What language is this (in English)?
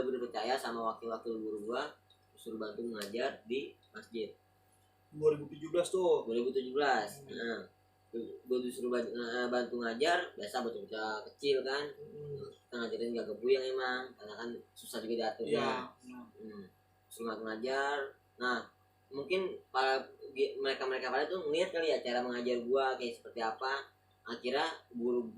Betawi